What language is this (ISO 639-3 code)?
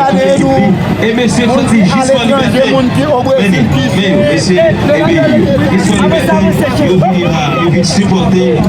hat